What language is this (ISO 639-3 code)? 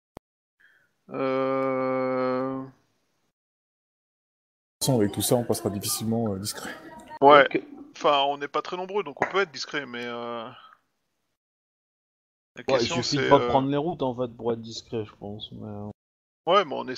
fra